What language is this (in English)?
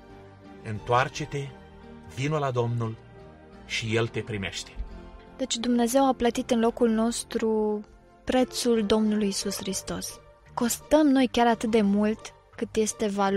Romanian